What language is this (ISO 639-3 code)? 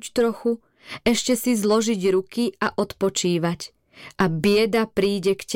slk